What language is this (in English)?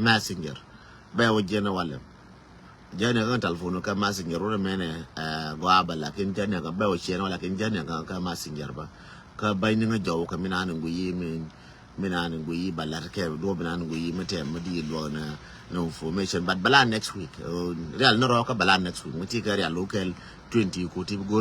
Nuer